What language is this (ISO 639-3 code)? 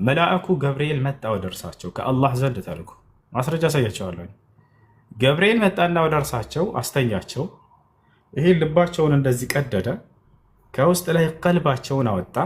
amh